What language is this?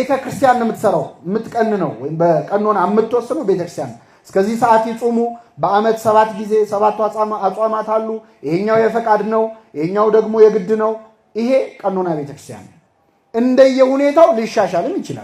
Amharic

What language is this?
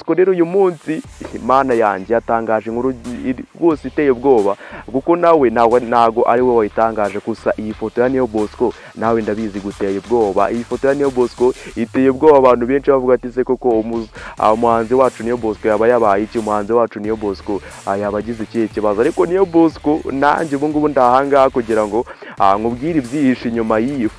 Kinyarwanda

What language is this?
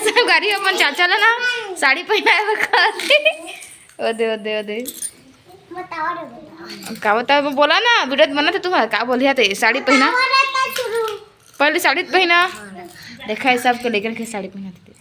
Chhattisgarhi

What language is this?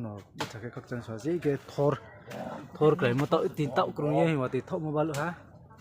Riang (India)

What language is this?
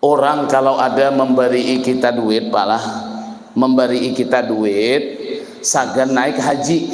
Banjar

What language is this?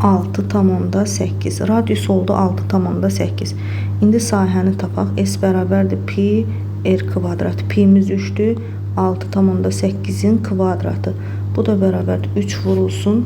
Azerbaijani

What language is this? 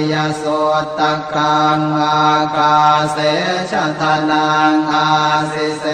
Pali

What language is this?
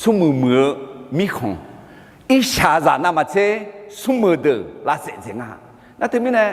Akha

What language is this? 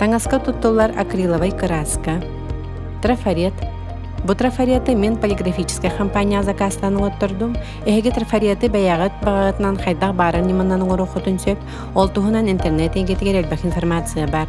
Yakut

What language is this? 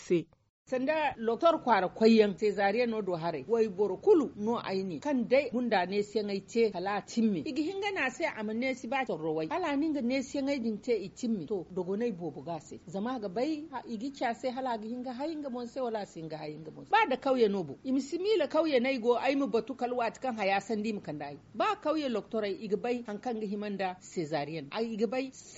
Zarma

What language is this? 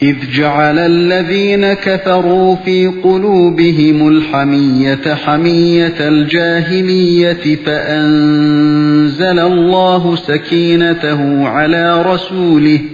Uyghur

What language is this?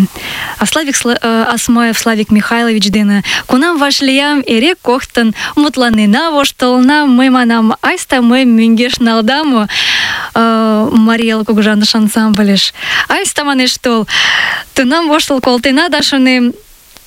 Mari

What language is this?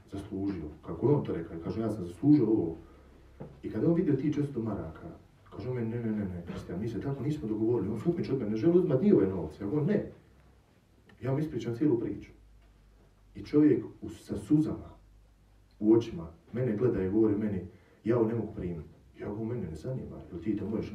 Croatian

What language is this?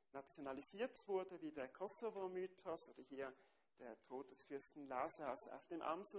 German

